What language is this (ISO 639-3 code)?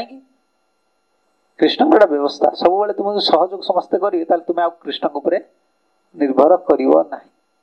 ori